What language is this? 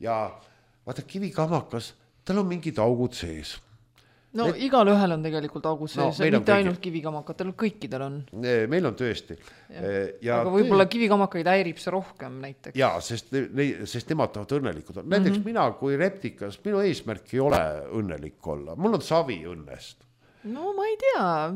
Estonian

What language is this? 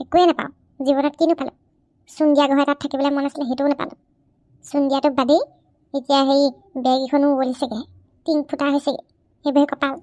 Assamese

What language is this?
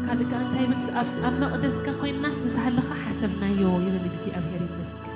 Tigrinya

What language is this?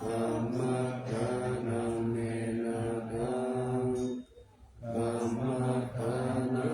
Pali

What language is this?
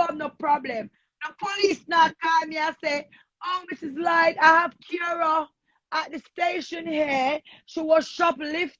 Jamaican Creole English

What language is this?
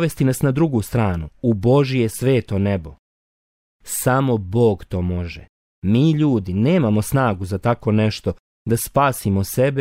Bosnian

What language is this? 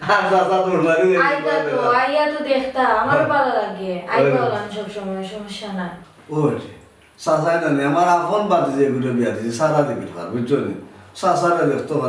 Sylheti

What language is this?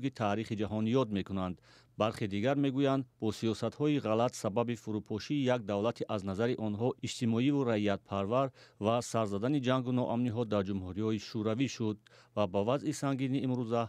Tajik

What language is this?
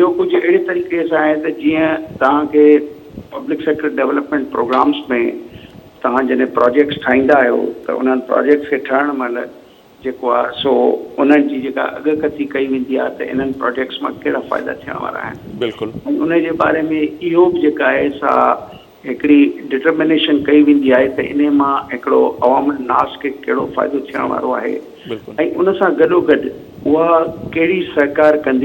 Sindhi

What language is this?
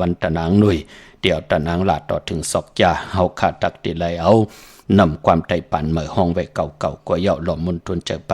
Shan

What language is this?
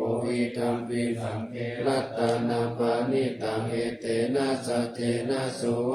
Pali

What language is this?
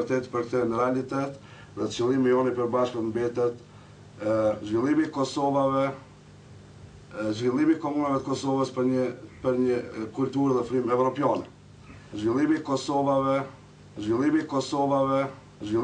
Albanian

